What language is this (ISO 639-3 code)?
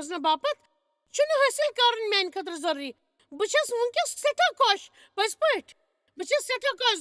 kas